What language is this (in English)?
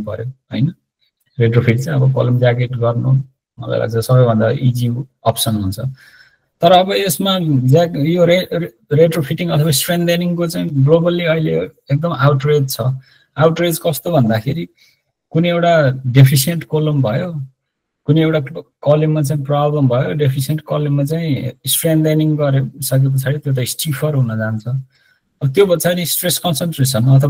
Nepali